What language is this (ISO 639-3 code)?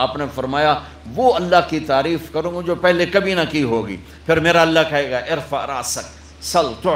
urd